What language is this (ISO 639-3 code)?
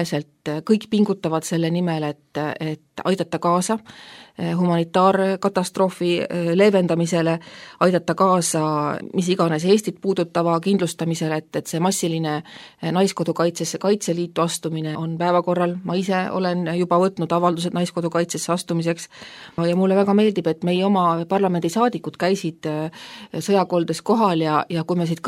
est